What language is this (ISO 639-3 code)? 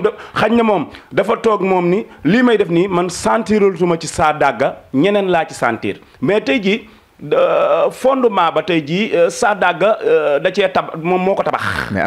wol